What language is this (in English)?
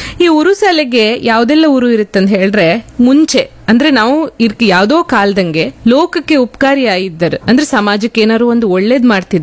Kannada